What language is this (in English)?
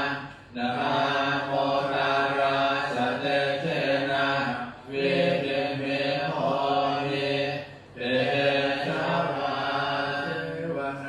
Pali